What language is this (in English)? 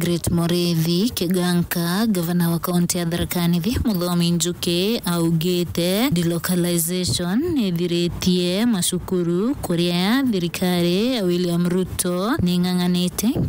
Meru